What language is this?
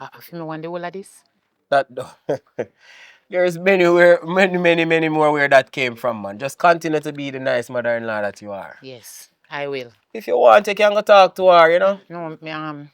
Jamaican Creole English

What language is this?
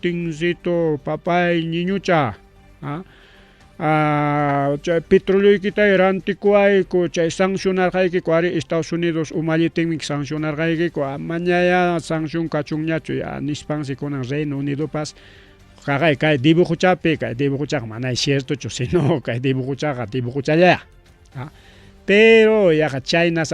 Ayacucho Quechua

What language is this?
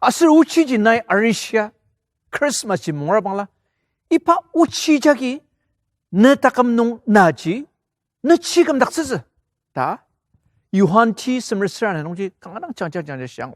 Ao Naga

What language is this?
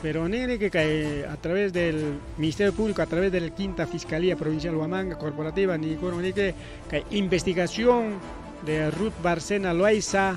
Ayacucho Quechua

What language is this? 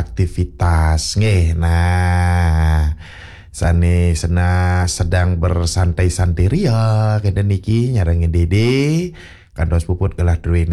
Balinese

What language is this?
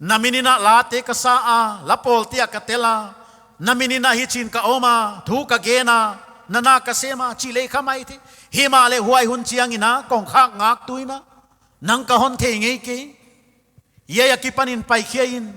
Paite Chin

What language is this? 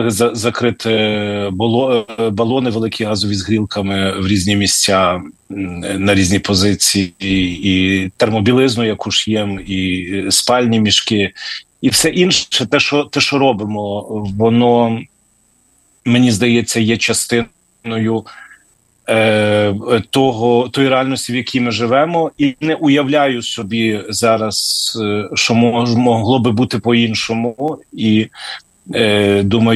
Ukrainian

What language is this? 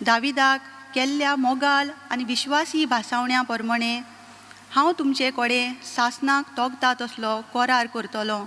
Konkani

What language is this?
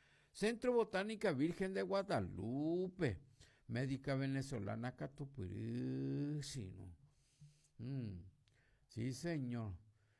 Guarani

